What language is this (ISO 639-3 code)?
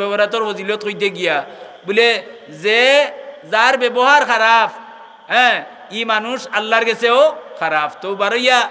syl